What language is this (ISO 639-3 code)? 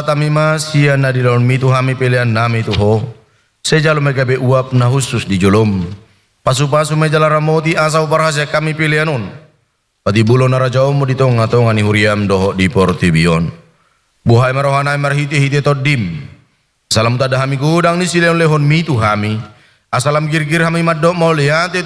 bbc